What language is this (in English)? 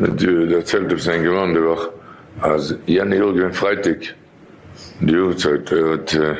Yiddish